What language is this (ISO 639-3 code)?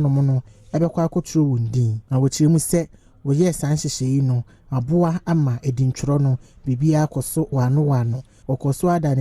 aka